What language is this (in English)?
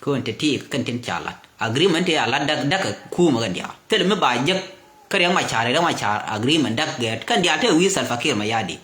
Nuer